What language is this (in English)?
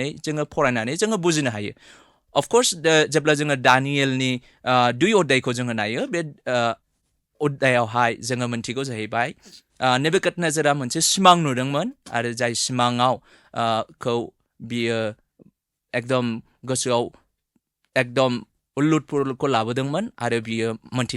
Bodo